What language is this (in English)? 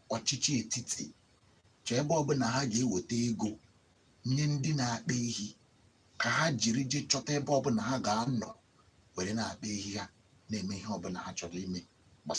Igbo